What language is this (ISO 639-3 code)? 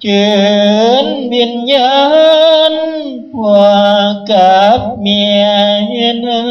lao